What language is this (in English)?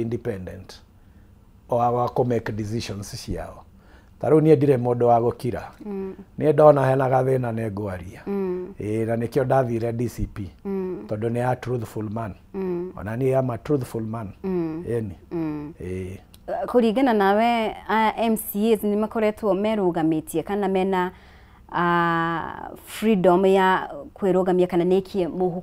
Kikuyu